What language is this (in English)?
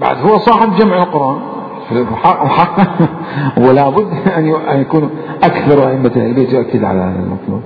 Mesopotamian Arabic